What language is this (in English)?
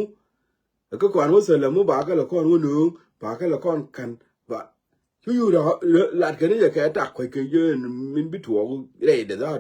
Nuer